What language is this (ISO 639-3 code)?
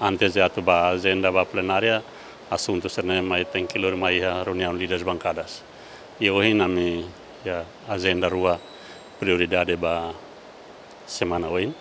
tet